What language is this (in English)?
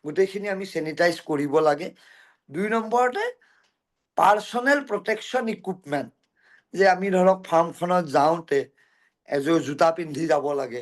Assamese